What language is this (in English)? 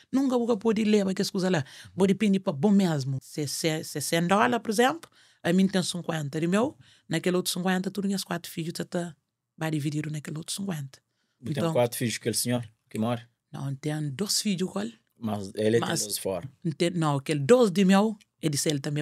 Kabuverdianu